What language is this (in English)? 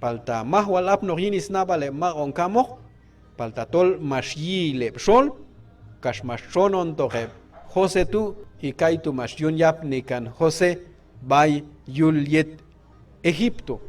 Q'anjob'al